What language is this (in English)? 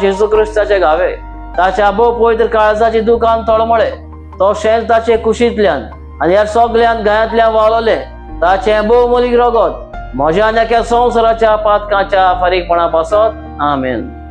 Konkani